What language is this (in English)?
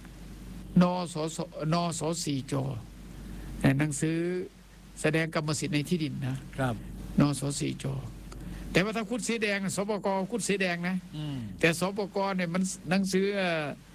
Thai